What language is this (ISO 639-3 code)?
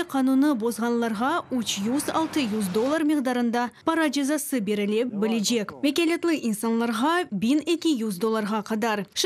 crh